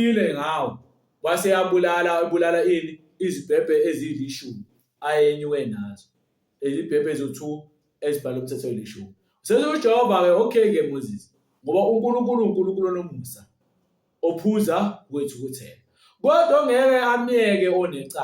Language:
Zulu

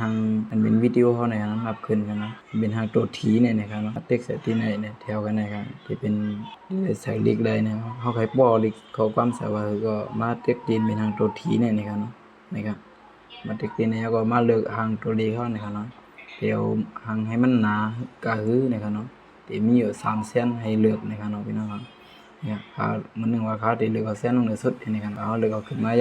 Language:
Shan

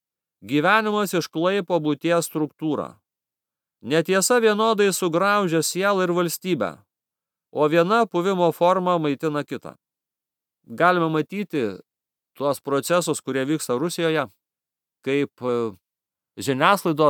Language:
Lithuanian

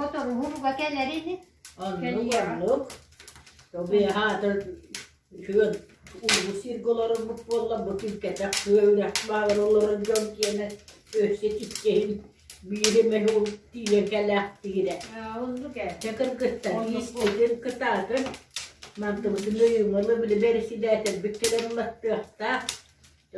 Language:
Yakut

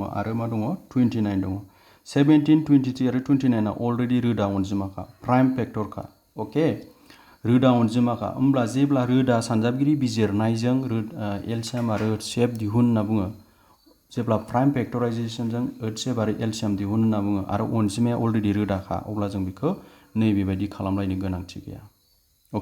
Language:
Bodo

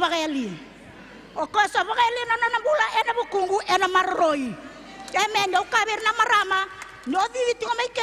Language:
Fijian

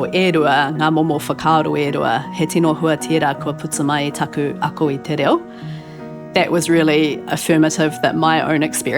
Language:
Māori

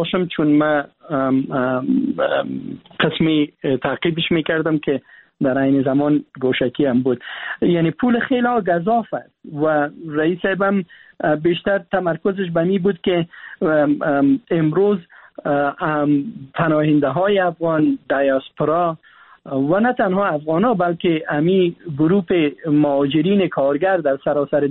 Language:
Persian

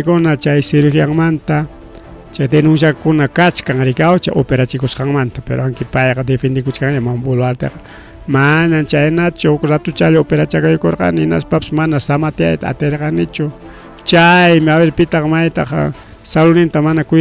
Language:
Ayacucho Quechua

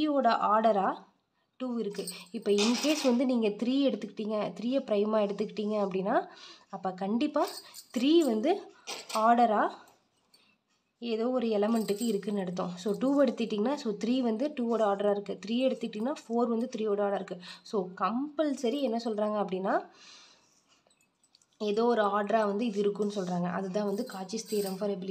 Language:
Tamil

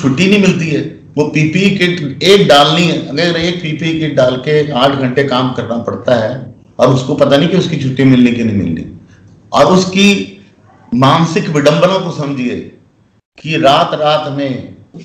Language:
Hindi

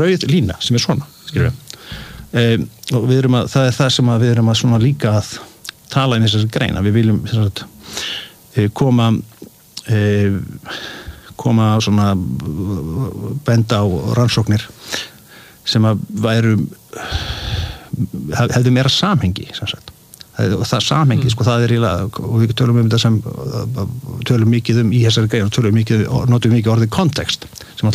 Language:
Icelandic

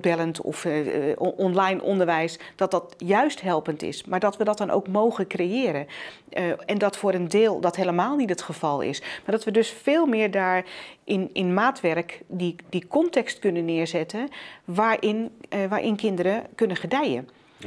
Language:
Dutch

